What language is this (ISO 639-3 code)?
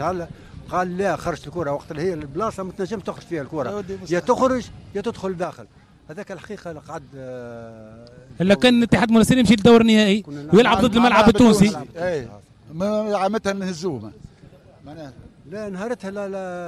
aeb